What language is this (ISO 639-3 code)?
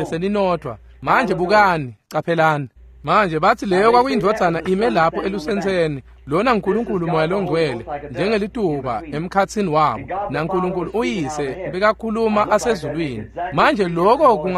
ssw